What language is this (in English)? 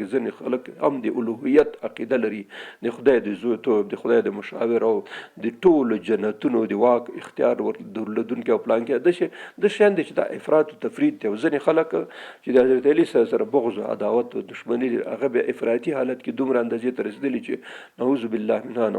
Pashto